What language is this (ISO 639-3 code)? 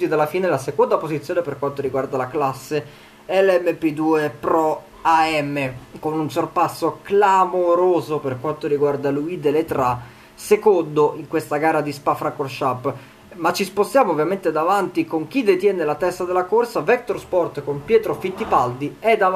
ita